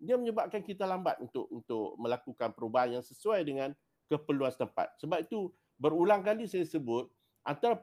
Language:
Malay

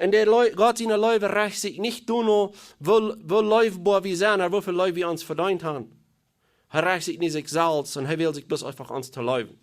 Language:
Plautdietsch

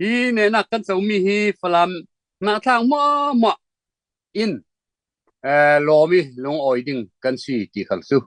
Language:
Falam Chin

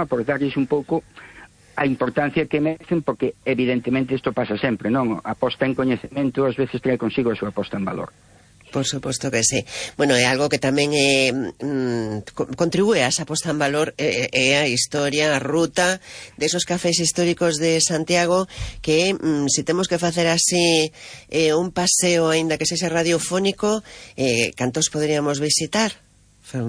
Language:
Galician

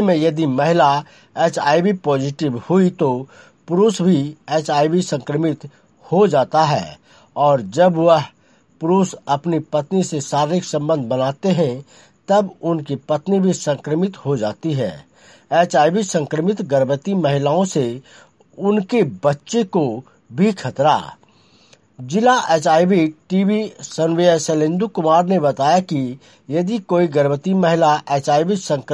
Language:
Hindi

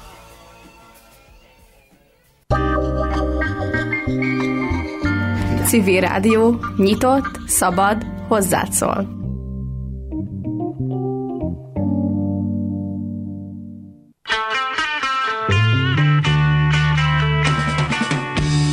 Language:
Hungarian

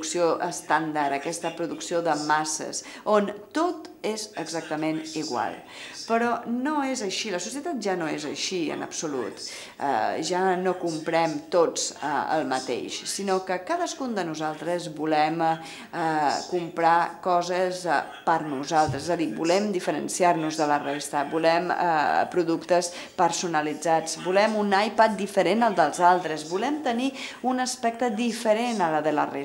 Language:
Catalan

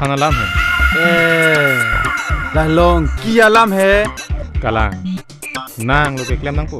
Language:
Karbi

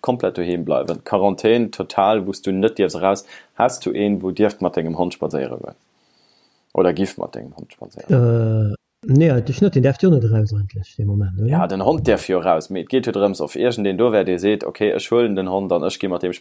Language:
Luxembourgish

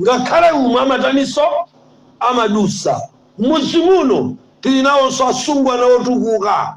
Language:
Nyanja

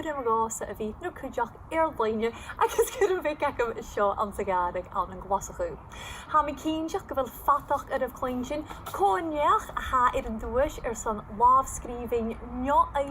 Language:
Scottish Gaelic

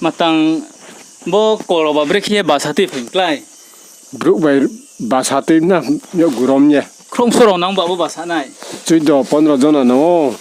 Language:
Riang (India)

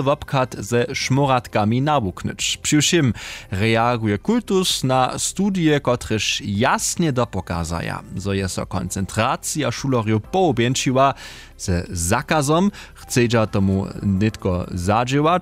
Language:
Upper Sorbian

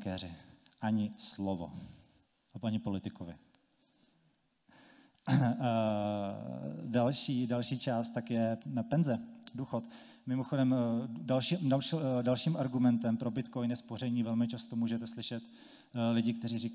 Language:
Czech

